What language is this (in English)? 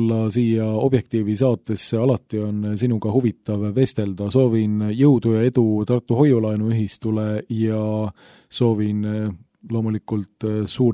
Estonian